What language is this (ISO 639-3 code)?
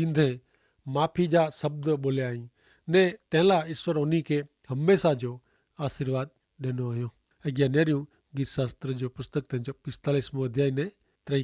kfr